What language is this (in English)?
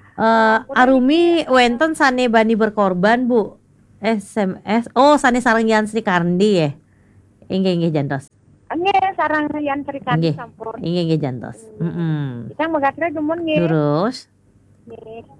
Balinese